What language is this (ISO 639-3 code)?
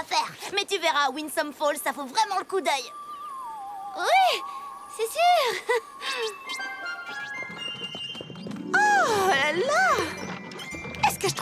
fra